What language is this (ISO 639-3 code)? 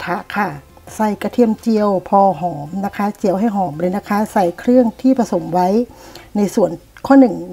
tha